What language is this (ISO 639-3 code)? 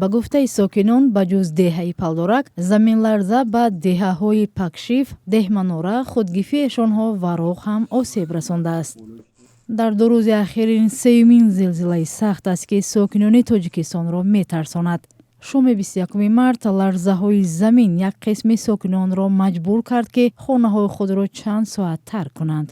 tgk